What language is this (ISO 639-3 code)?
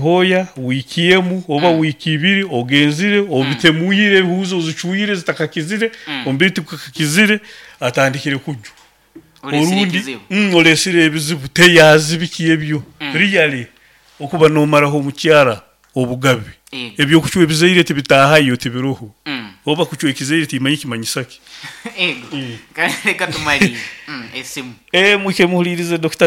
nyo